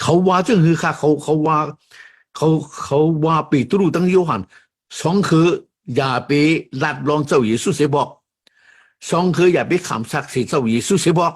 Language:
Shan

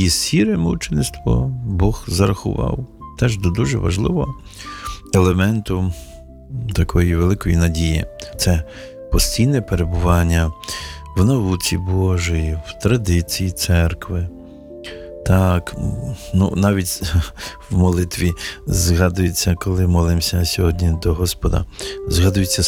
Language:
Ukrainian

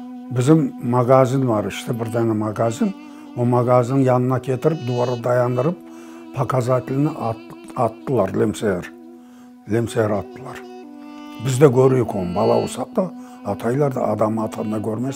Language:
Crimean Tatar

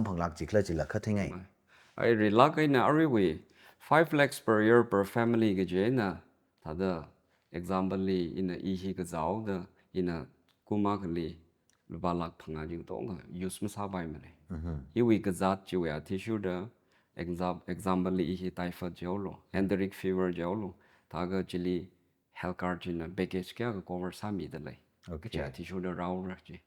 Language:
Tangkhul Naga (India)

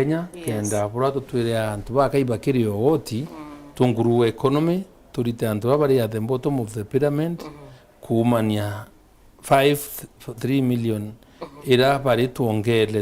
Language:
Meru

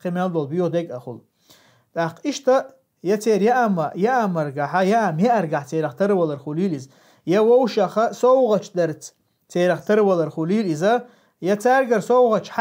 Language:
Chechen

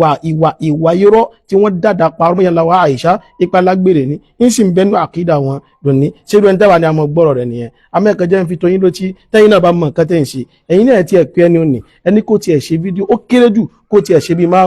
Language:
Yoruba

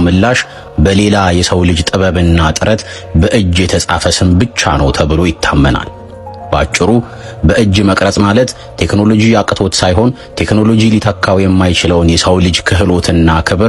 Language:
Amharic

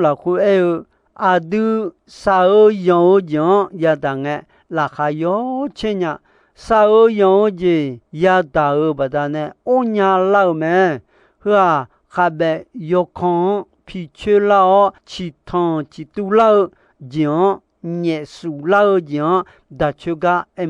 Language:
Akha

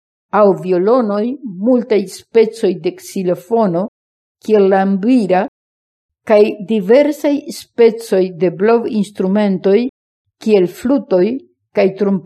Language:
Esperanto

